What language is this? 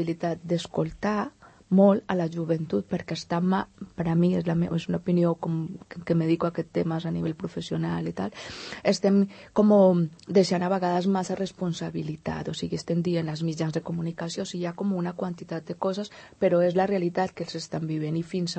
Catalan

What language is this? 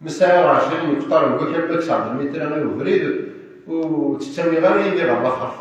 Kabyle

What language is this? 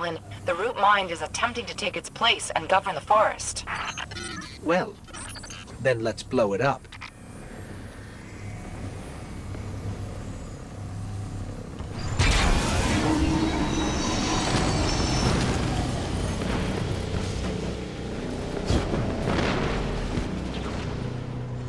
English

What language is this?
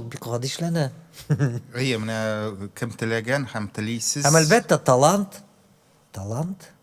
Tatar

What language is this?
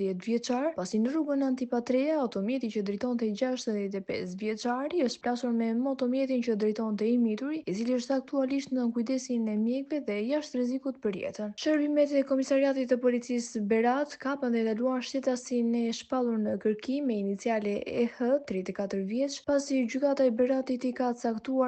Albanian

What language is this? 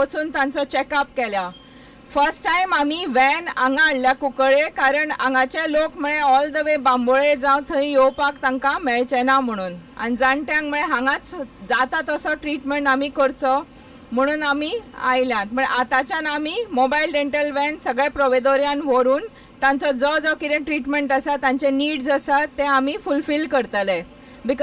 Konkani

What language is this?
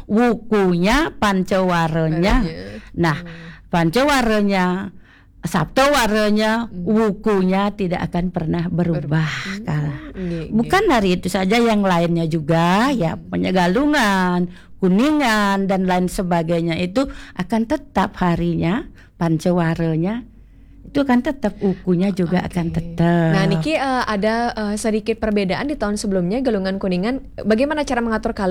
Indonesian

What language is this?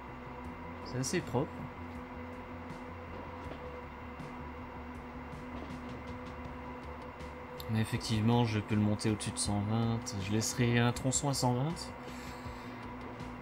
French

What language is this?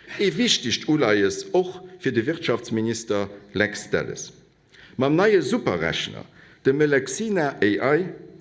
Luxembourgish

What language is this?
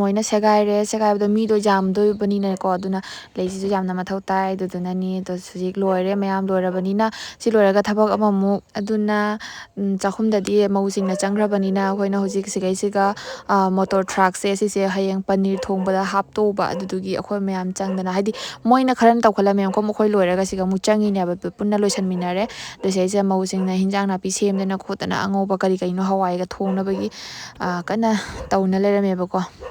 Manipuri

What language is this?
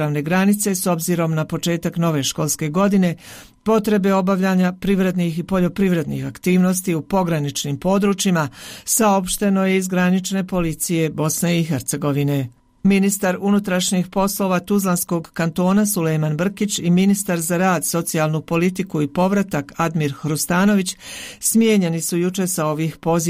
Bosnian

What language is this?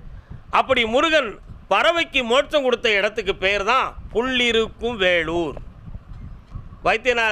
Tamil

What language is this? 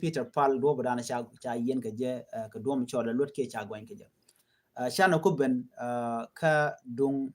Nuer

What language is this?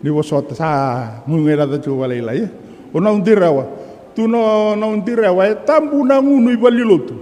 Fijian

